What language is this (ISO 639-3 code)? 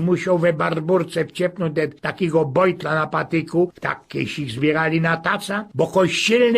szl